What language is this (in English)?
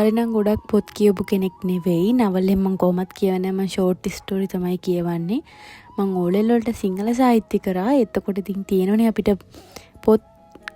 Sinhala